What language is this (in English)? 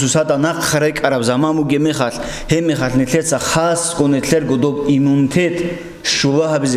Avaric